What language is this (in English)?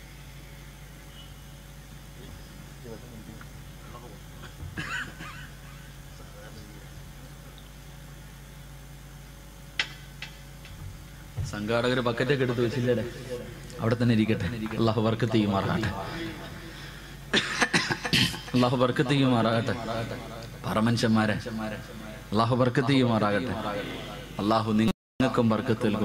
Malayalam